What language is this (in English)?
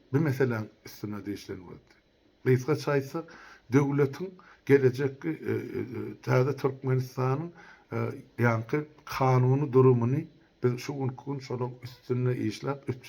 Turkmen